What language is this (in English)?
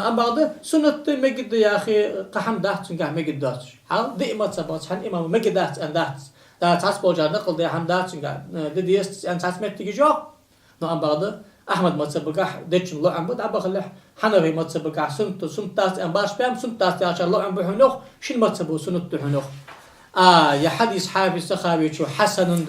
Ingush